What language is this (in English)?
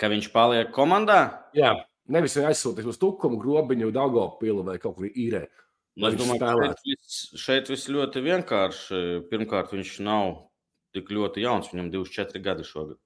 Latvian